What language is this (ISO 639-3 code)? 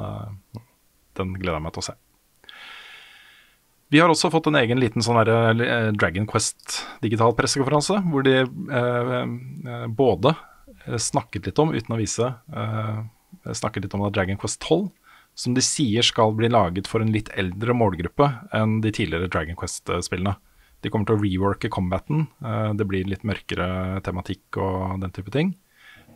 nor